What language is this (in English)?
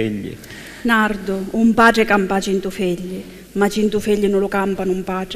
Sicilian